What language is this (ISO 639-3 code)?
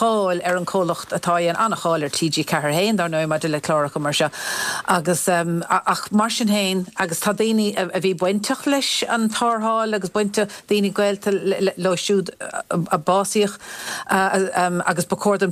gle